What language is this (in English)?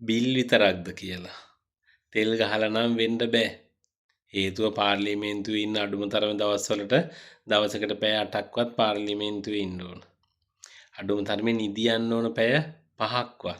Sinhala